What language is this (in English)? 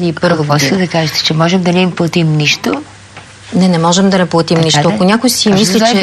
Bulgarian